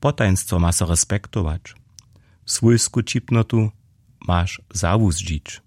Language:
Upper Sorbian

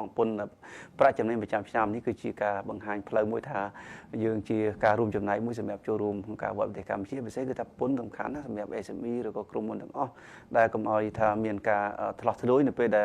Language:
Khmer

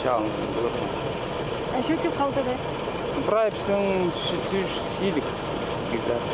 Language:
Khakas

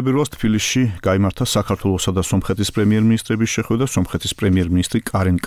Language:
Georgian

